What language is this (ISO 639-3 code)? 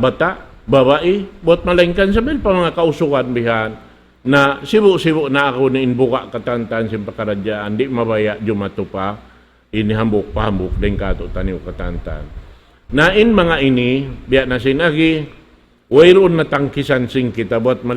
tsg